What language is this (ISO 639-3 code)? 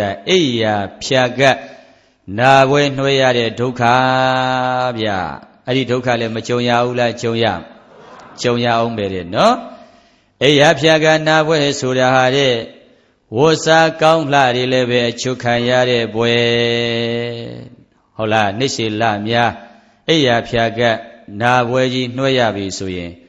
mya